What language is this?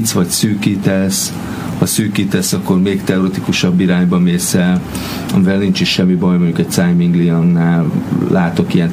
Hungarian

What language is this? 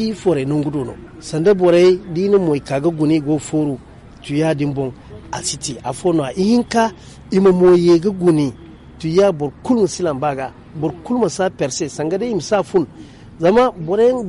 Zarma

